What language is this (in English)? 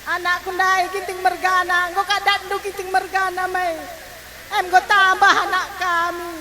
Batak Karo